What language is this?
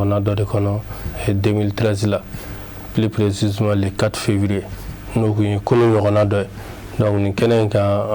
Bambara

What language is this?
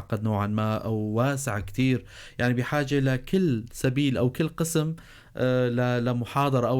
North Levantine Arabic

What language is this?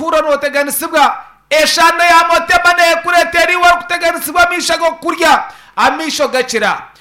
Nyankole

